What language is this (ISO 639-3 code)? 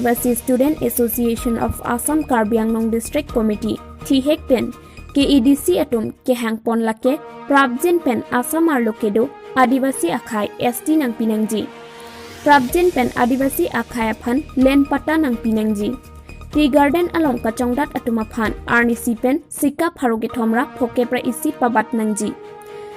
mjw